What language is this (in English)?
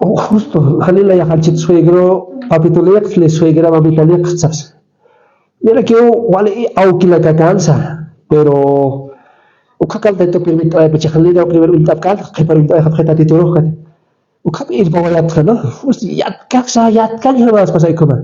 Aymara